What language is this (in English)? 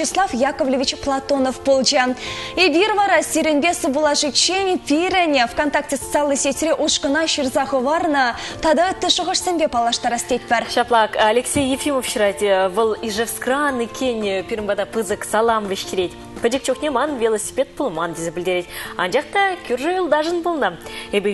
Chuvash